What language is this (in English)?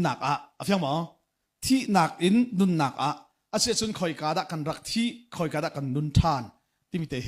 Hakha Chin